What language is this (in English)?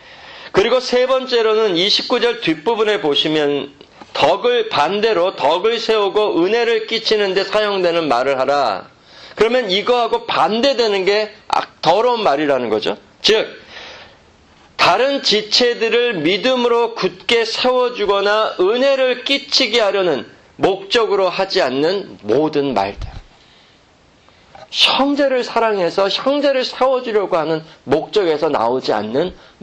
Korean